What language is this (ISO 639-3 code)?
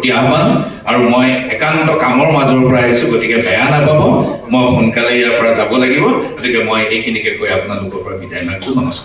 asm